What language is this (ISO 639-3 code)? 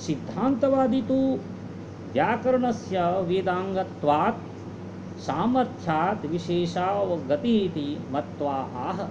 san